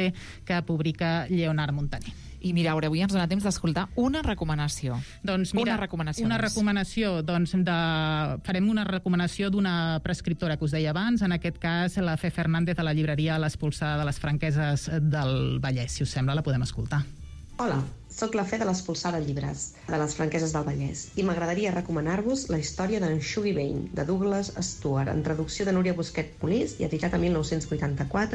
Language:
Catalan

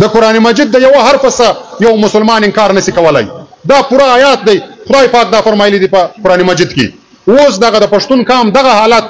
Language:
Pashto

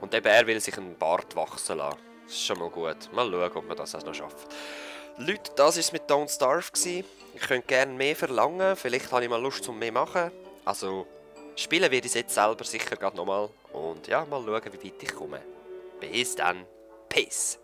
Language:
Swiss German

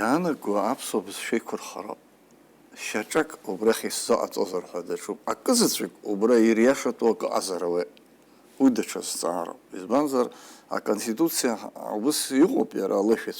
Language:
Abkhazian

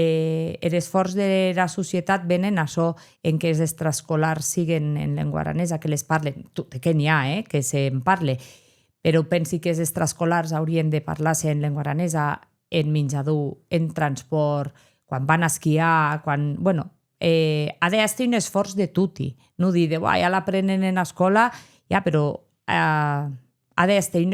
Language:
Occitan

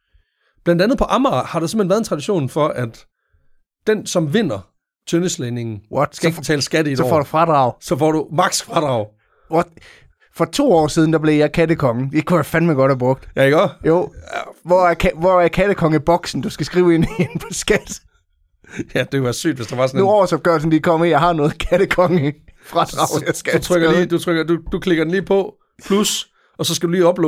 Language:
Danish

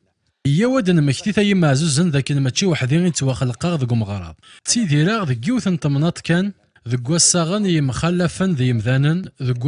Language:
Kabyle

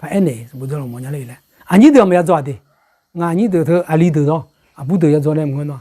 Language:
Akha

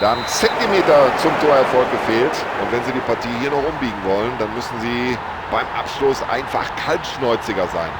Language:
Bavarian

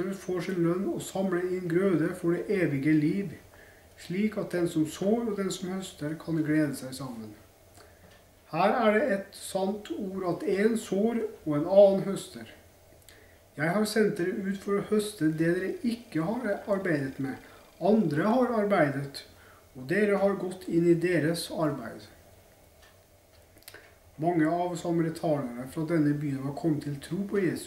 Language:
Norwegian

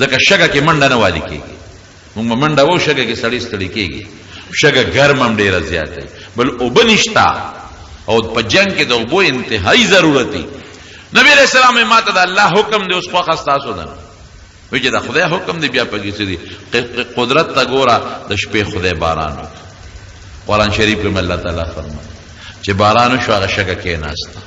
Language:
Pashto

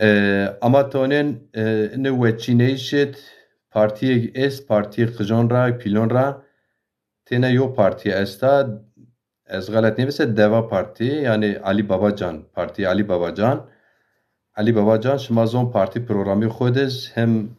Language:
Zaza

